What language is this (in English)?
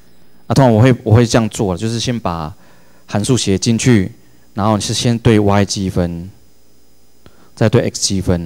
Chinese